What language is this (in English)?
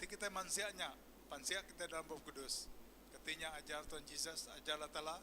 Iban